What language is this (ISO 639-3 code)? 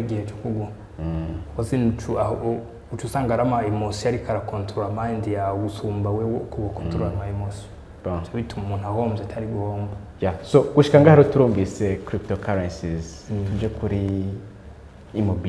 run